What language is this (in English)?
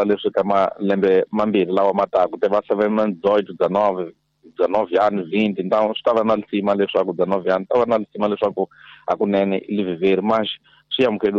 Tsonga